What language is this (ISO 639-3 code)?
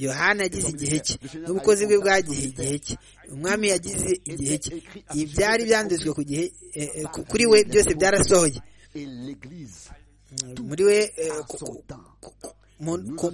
kin